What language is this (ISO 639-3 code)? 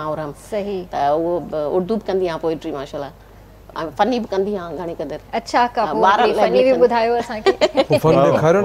snd